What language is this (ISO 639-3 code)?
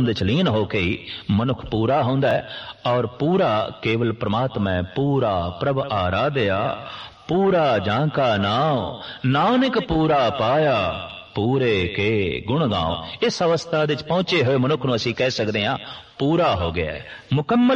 pan